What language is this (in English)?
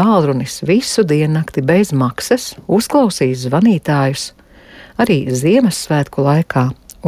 Latvian